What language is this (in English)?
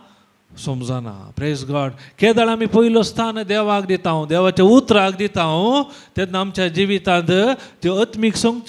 Konkani